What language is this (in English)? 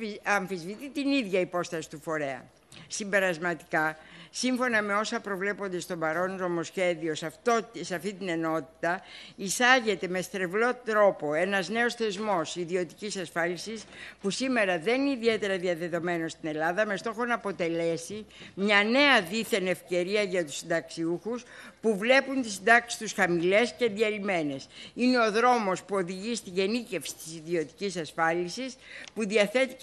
Greek